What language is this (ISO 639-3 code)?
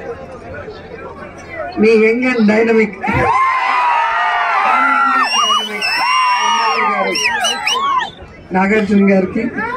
tel